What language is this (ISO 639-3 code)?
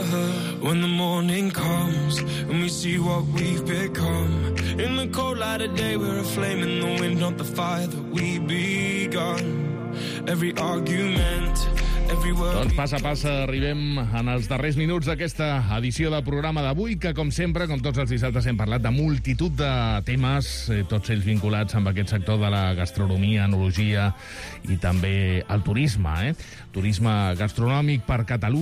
cat